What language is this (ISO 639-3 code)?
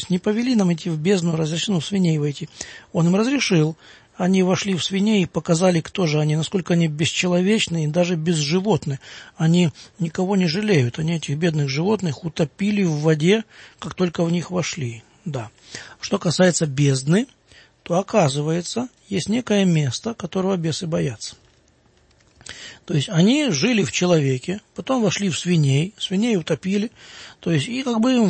rus